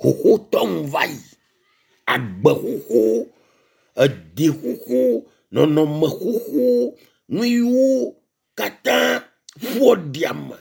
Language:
Ewe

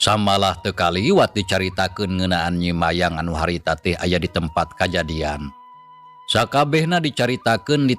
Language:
Sundanese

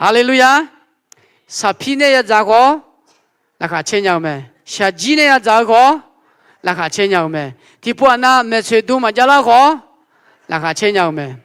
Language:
Akha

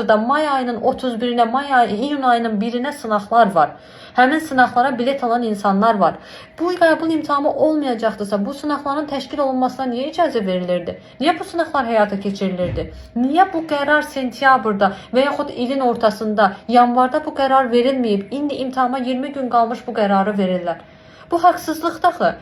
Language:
Azerbaijani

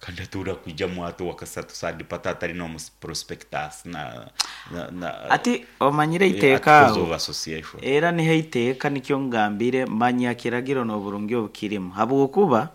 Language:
Nyankole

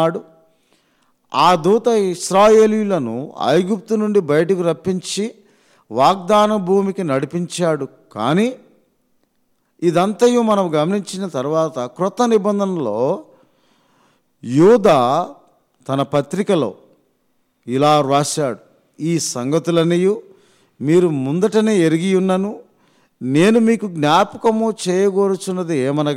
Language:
Telugu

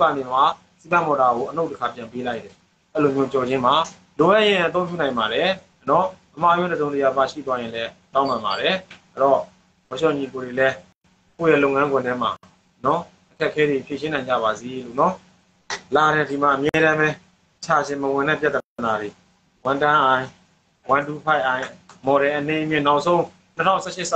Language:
Burmese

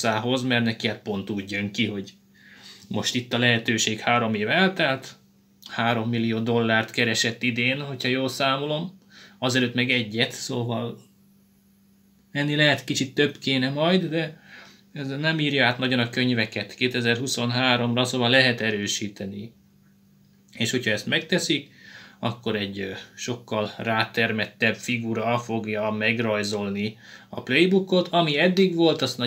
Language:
Hungarian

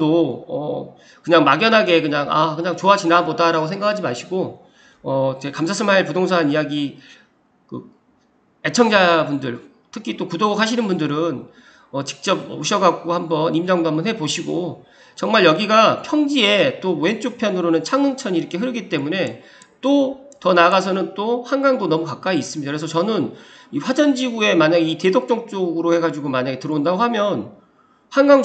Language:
Korean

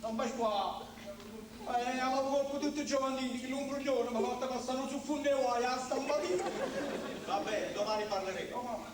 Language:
Neapolitan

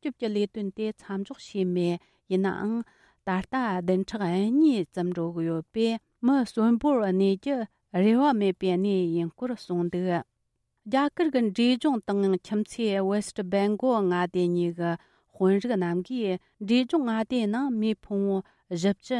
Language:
Tibetan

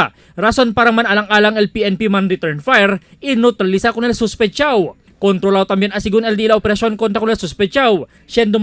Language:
Chavacano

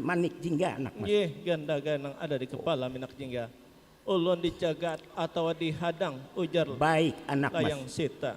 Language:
Banjar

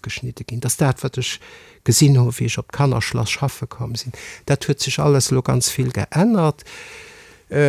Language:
Luxembourgish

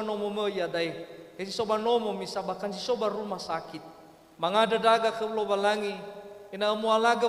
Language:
Nias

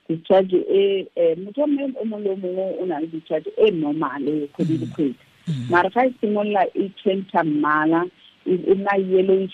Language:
Tswana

